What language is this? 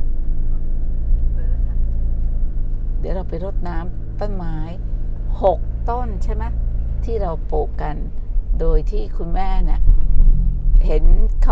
Thai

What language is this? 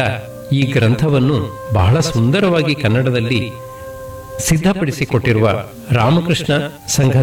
Kannada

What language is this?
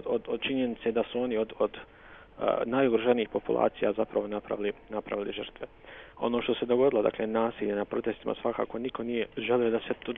Serbian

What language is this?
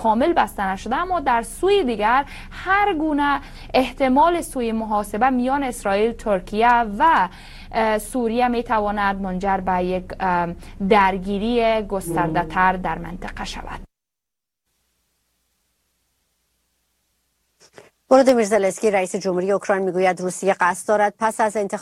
Persian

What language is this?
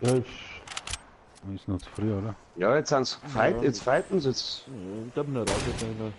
Bavarian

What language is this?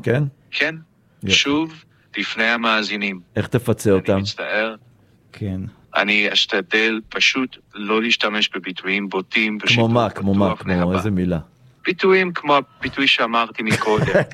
Hebrew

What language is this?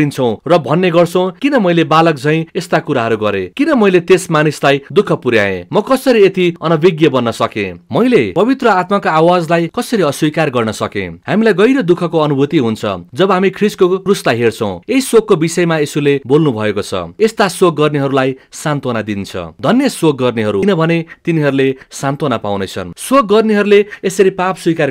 Nepali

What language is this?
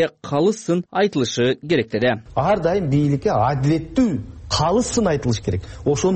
Kyrgyz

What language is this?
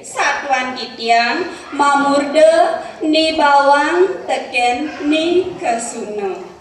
Balinese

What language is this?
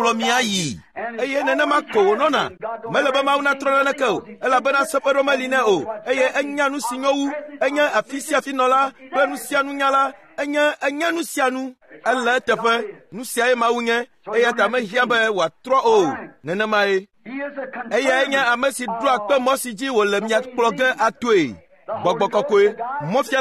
Ewe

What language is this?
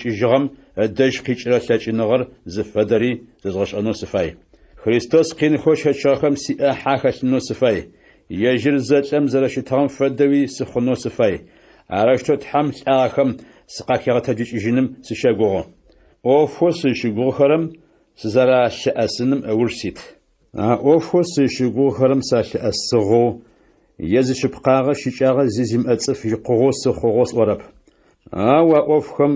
Adyghe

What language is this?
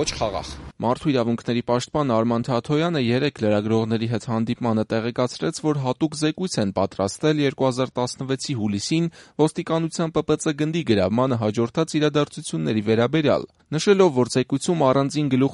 Armenian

